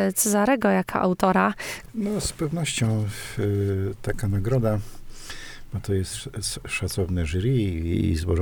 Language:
Polish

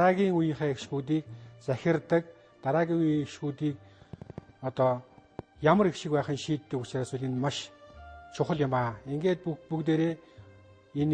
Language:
Mongolian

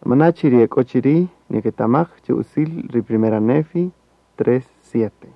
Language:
Kaqchikel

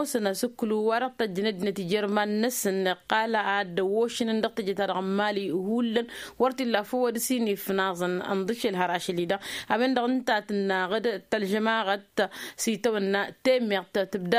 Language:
Tamasheq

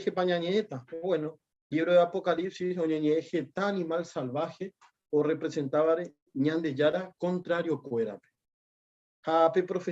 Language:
Guarani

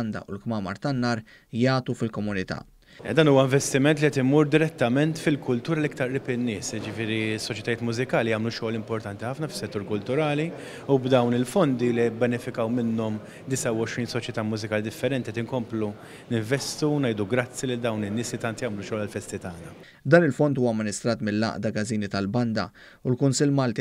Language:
Maltese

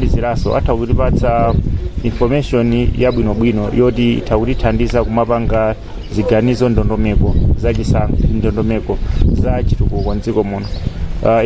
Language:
Nyanja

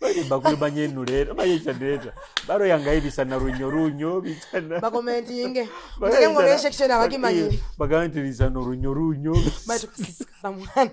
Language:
Nyoro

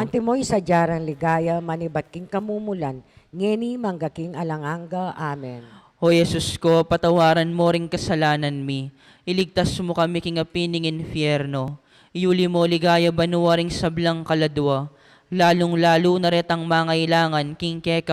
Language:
Pampanga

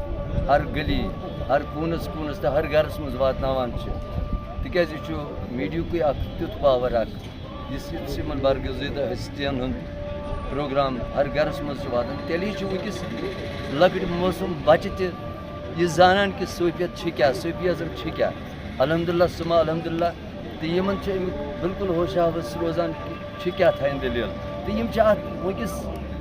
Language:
Kashmiri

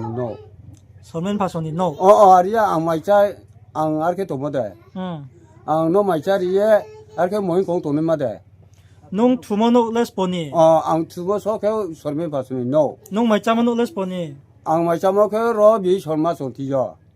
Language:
Riang (India)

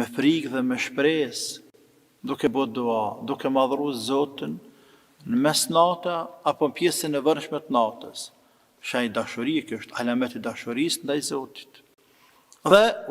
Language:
Albanian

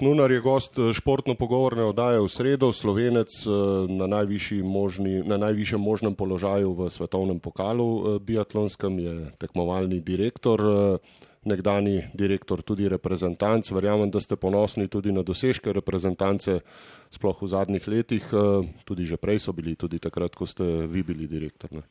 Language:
Slovenian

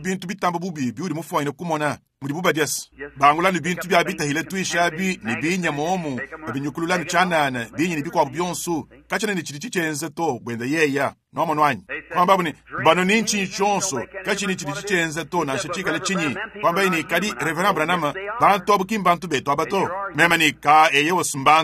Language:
Luba-Lulua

